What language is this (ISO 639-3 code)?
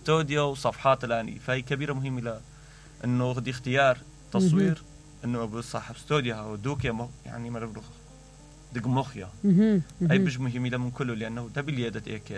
acm